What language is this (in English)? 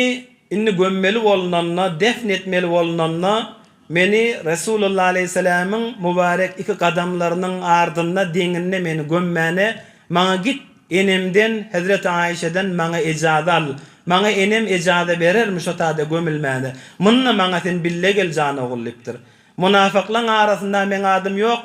Turkmen